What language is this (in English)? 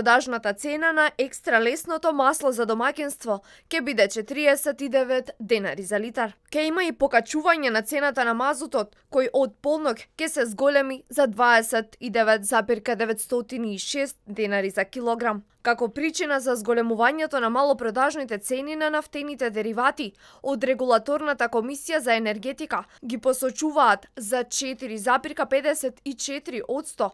Macedonian